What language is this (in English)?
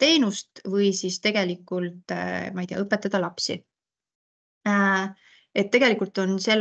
Estonian